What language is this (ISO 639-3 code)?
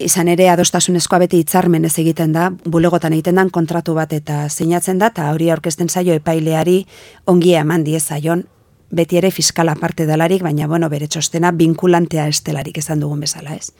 eus